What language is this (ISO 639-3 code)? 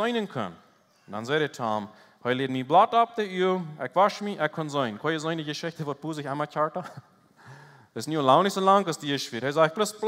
pdt